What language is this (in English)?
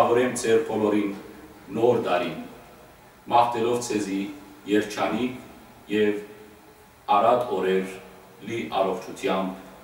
Western Armenian